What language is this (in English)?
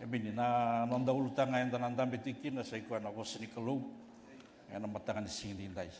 Fijian